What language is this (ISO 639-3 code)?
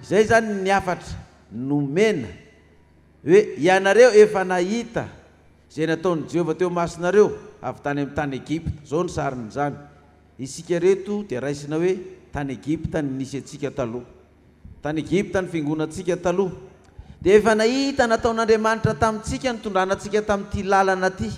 mlg